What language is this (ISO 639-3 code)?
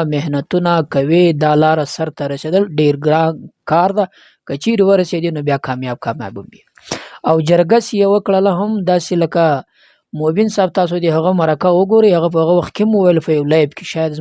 pus